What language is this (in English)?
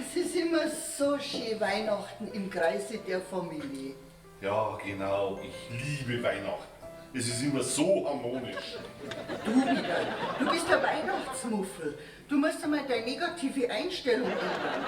Bavarian